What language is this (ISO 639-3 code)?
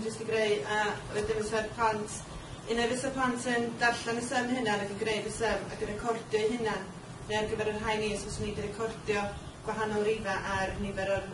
cym